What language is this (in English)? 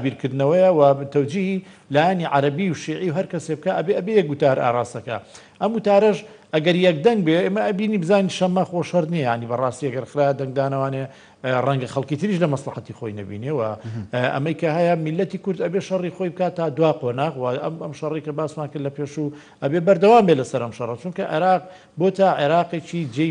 Central Kurdish